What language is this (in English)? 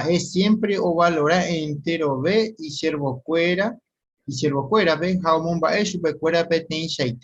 Guarani